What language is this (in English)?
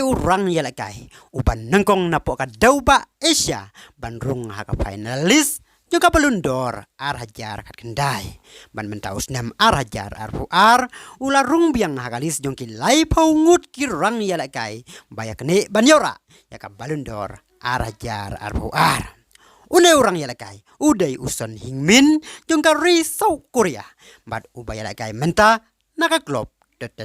Khasi